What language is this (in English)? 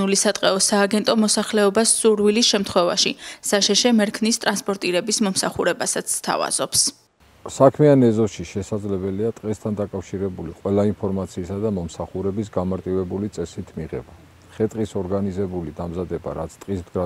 Georgian